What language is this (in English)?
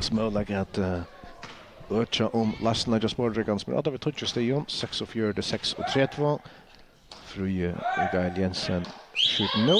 Faroese